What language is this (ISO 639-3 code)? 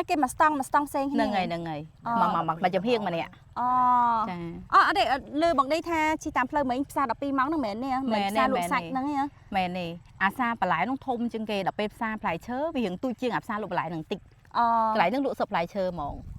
khm